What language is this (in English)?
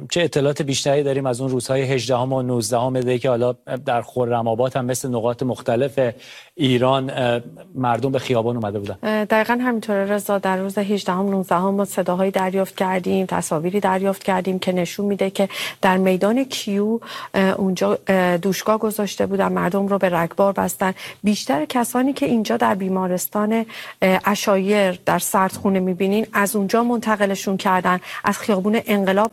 Persian